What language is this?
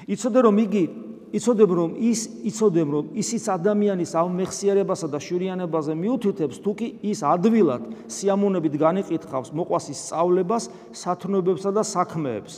Georgian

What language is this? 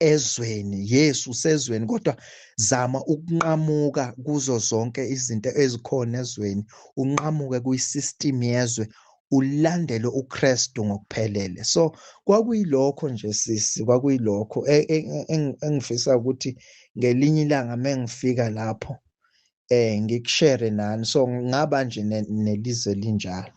Zulu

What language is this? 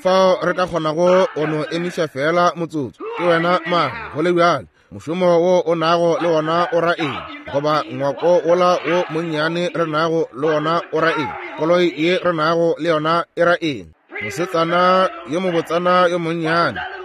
Northern Sotho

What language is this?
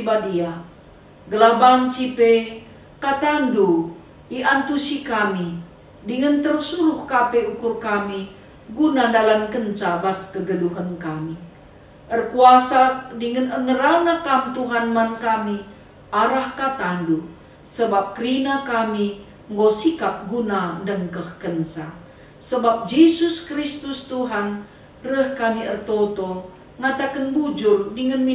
Batak Karo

